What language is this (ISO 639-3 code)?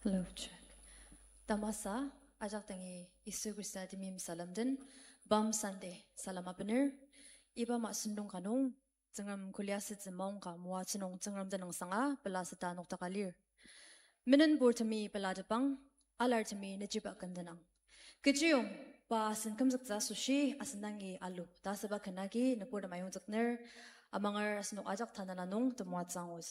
njo